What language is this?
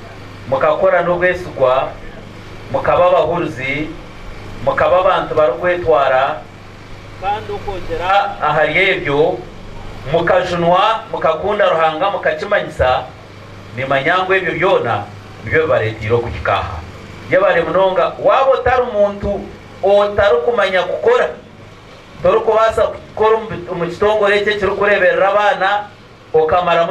Nyankole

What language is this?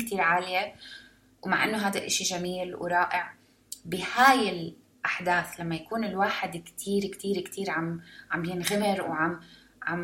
North Levantine Arabic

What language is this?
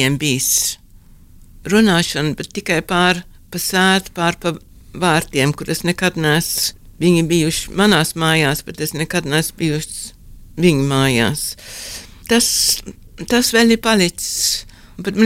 Latvian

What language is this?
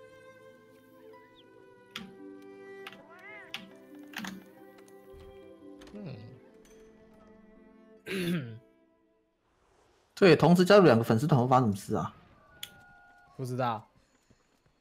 Chinese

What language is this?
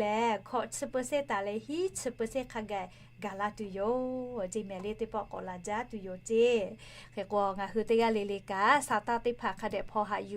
Lahu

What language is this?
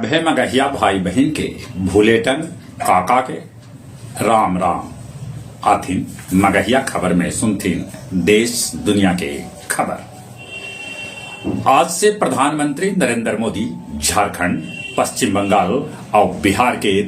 Magahi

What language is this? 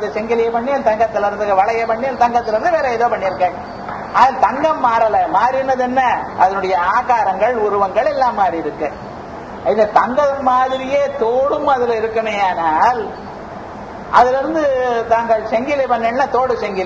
Tamil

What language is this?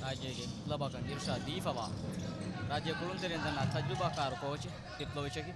Divehi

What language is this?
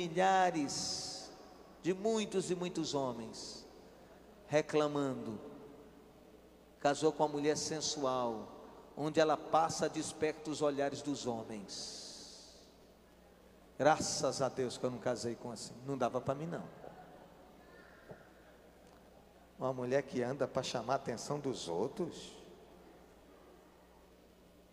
Portuguese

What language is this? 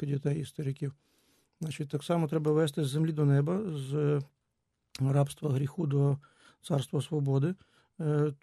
Ukrainian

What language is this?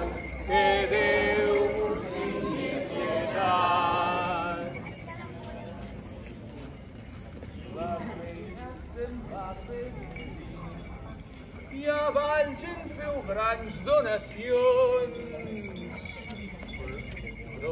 Catalan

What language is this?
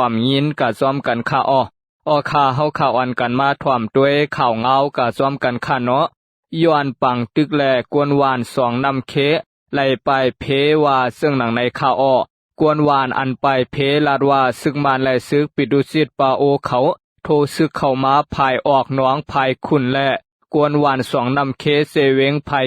Lao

